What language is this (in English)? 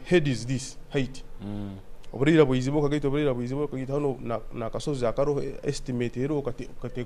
Nyoro